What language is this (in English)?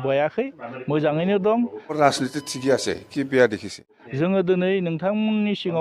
Bodo